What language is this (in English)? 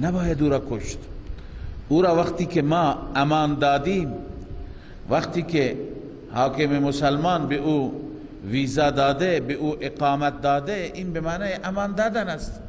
Persian